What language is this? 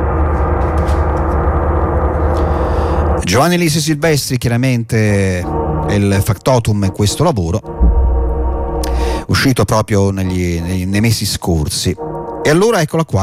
Italian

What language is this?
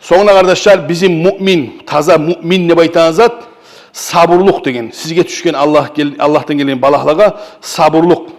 Kumyk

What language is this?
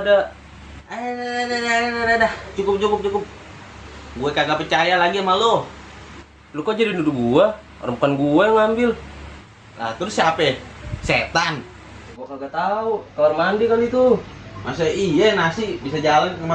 Betawi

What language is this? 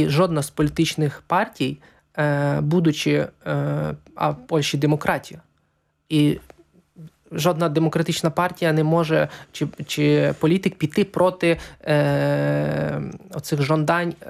Ukrainian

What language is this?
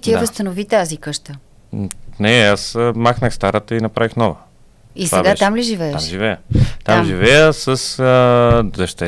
Bulgarian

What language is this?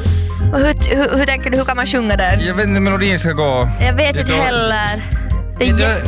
Swedish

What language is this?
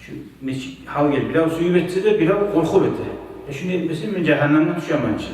Kumyk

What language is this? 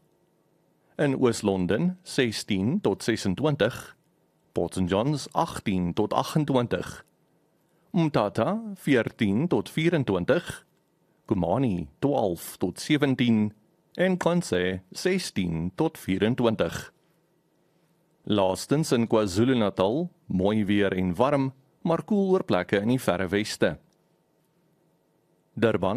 Afrikaans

